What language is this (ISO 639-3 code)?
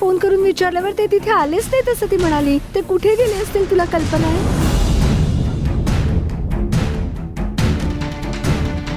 mar